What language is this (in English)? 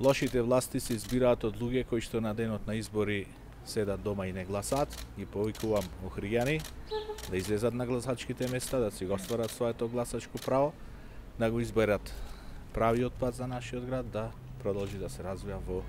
Macedonian